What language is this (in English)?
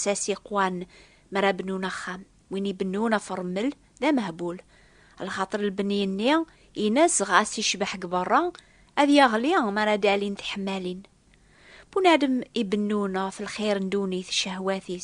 Kabyle